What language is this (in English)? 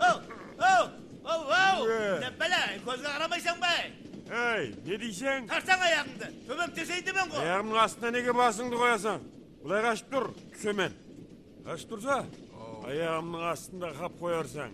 Kara-Kalpak